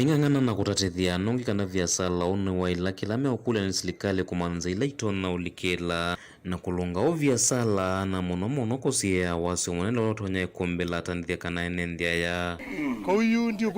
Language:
Kamba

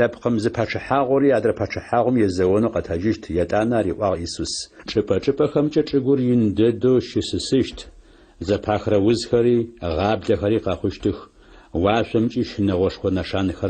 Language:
Adyghe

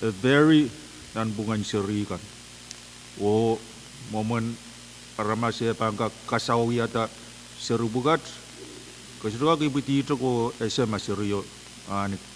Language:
Pohnpeian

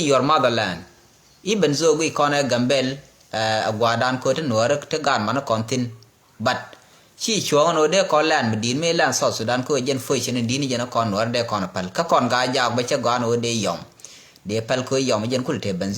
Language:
Nuer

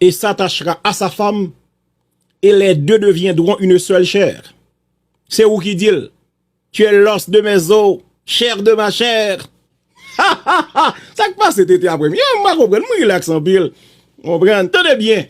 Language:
Haitian Creole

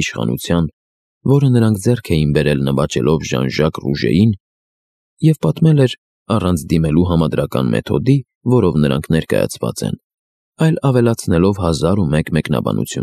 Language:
Armenian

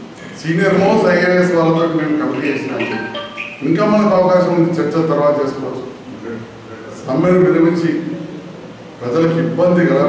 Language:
Telugu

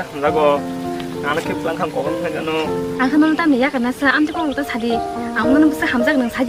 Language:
Kok Borok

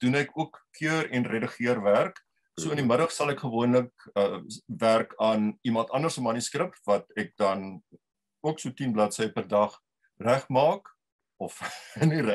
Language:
Afrikaans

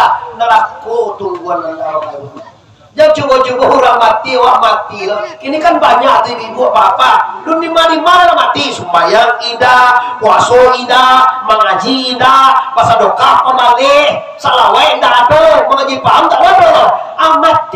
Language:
Minangkabau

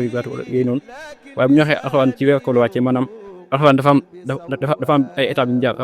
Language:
Wolof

